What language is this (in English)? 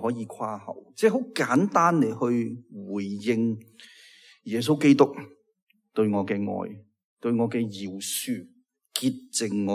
Cantonese